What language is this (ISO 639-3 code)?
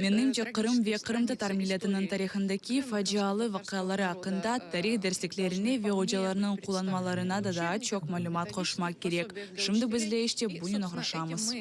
crh